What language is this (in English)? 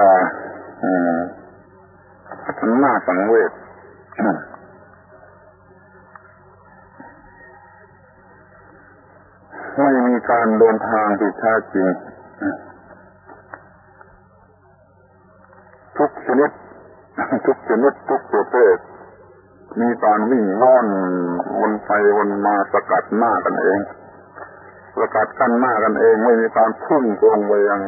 Thai